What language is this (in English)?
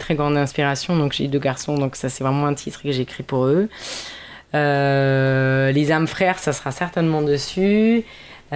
French